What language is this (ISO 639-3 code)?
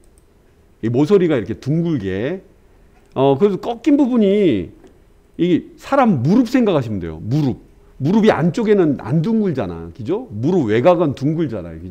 kor